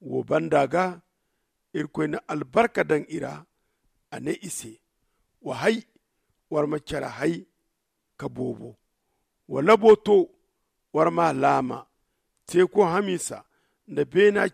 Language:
Zarma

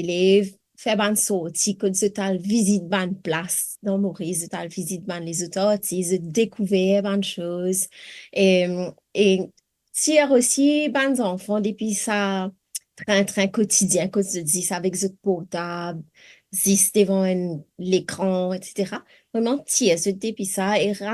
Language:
Morisyen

